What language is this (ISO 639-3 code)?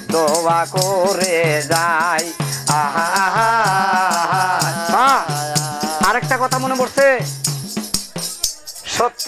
ben